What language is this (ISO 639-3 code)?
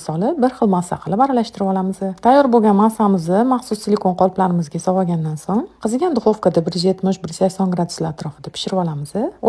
uzb